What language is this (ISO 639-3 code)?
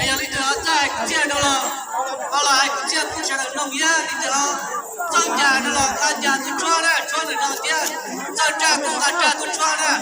hmn